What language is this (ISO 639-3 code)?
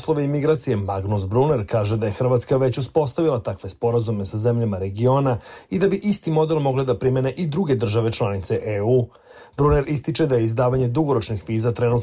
srp